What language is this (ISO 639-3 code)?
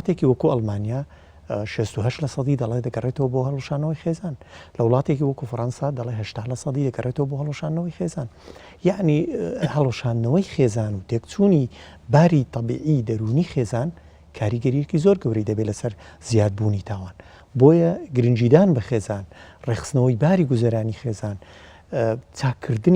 ckb